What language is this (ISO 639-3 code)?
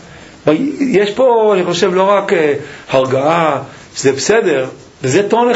heb